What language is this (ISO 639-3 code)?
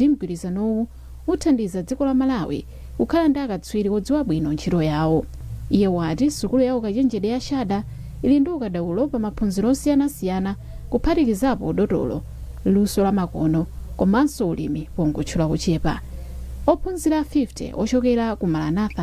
nya